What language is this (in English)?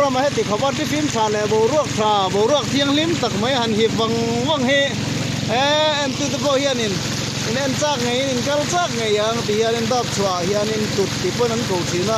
Mizo